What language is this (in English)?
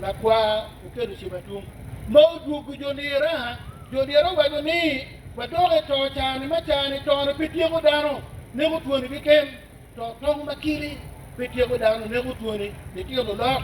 Acoli